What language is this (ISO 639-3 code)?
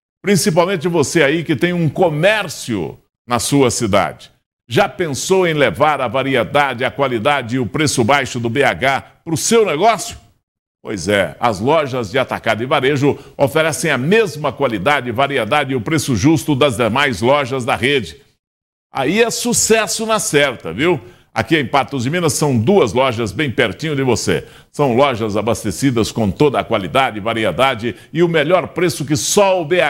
por